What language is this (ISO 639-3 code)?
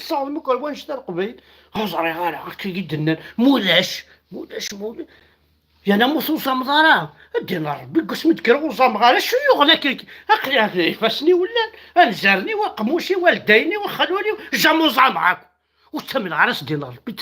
kab